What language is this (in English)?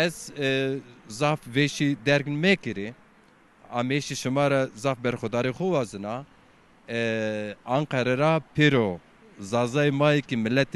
Zaza